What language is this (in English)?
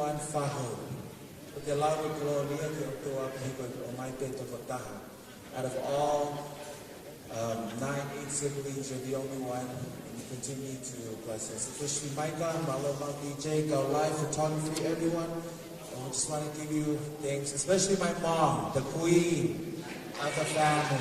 Tongan